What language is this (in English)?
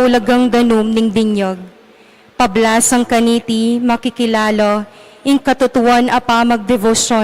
Pampanga